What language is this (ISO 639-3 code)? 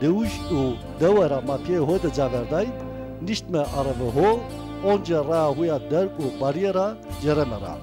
zza